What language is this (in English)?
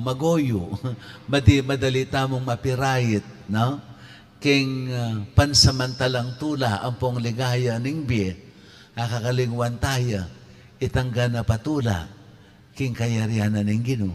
Pampanga